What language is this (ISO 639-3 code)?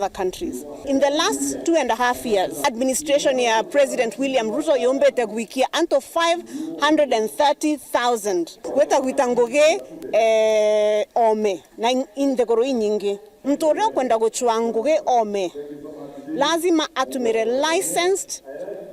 mer